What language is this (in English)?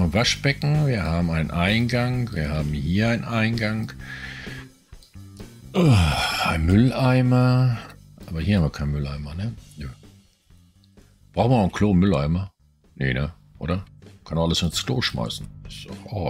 German